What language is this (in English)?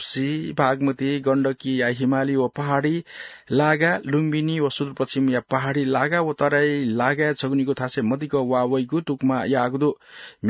Newari